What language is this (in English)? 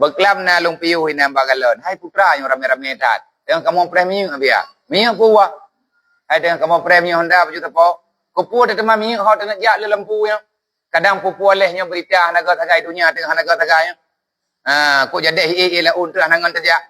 Achinese